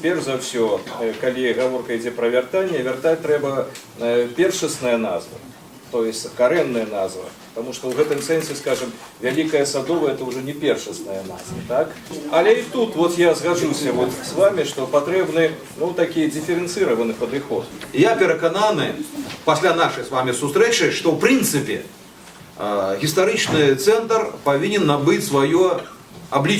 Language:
Belarusian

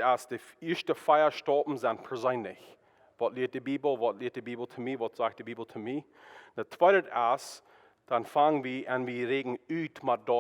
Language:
Plautdietsch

